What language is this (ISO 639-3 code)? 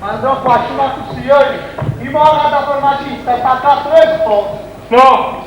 nap